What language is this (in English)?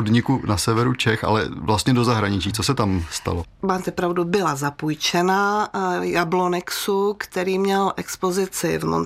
Czech